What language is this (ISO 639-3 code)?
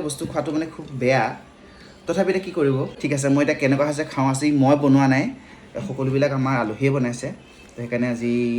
asm